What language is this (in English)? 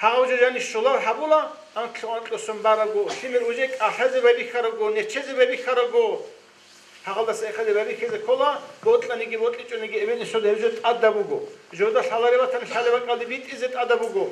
Avaric